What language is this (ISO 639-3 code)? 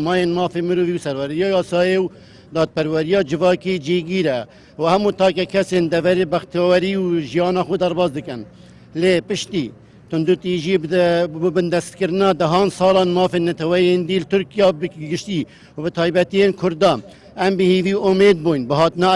kur